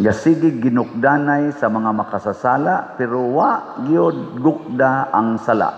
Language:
Cebuano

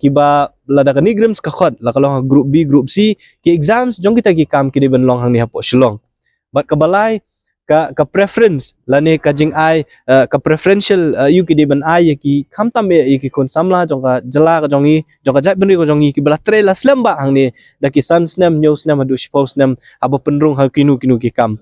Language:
Khasi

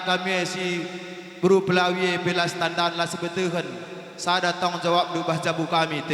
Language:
Batak Karo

